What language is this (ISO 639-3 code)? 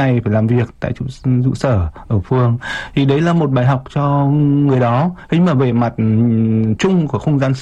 vie